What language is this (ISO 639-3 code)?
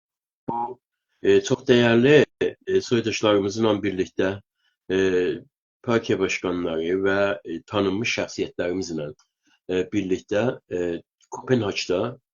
azb